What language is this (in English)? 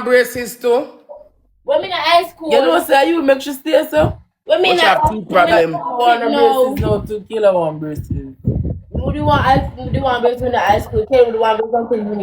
Jamaican Creole English